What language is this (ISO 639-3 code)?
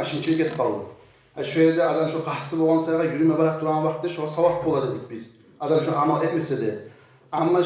kum